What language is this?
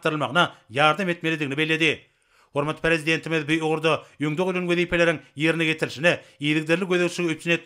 Turkmen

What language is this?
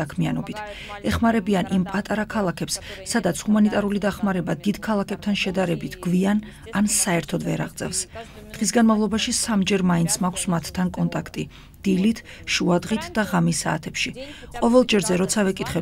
Georgian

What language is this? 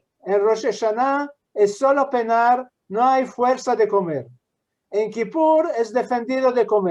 Ladino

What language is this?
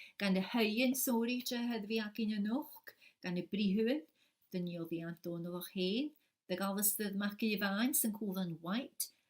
Scottish Gaelic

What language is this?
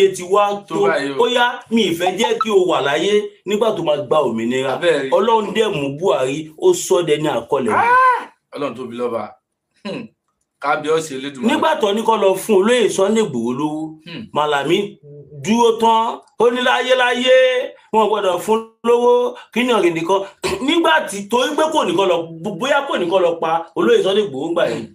Yoruba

